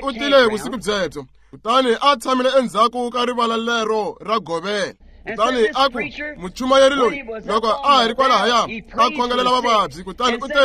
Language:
Tsonga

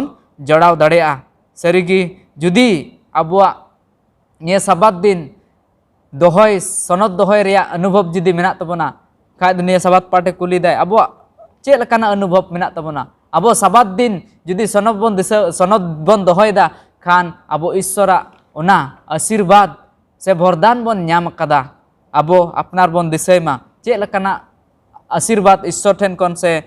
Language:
Santali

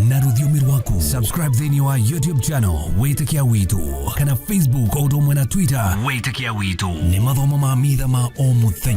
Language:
Kikuyu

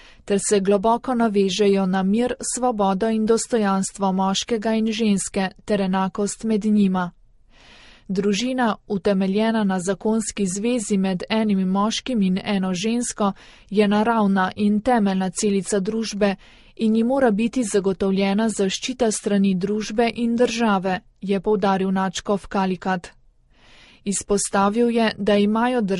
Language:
Slovenian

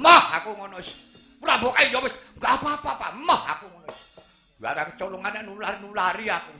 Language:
Javanese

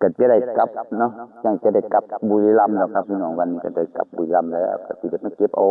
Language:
Northeastern Thai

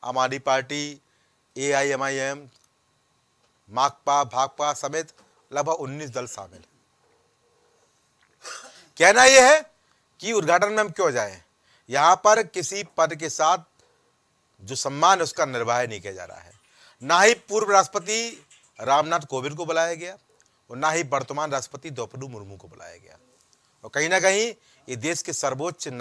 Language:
Hindi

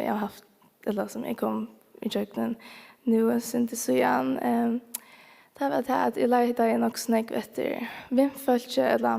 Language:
Faroese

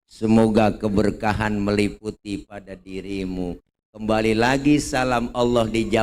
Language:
Betawi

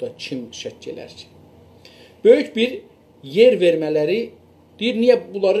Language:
South Azerbaijani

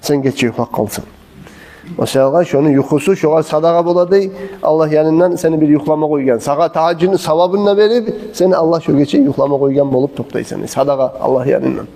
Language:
Kumyk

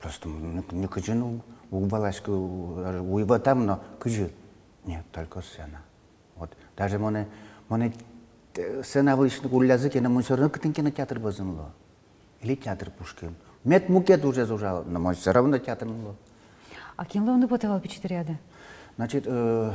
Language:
Udmurt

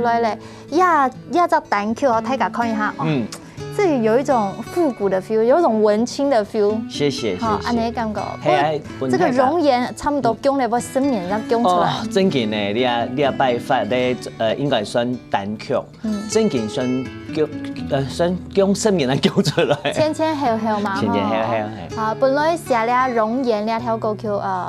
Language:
Hakka Chinese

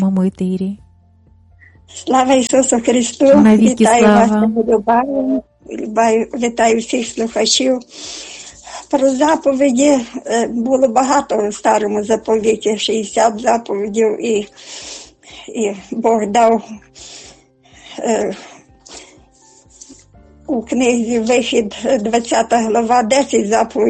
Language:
Ukrainian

